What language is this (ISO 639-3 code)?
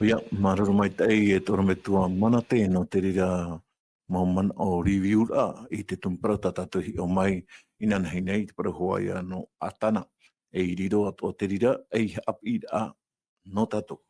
tah